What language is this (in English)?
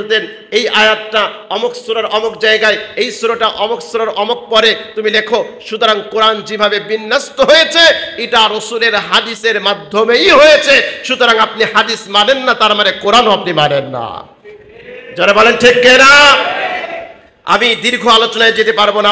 Bangla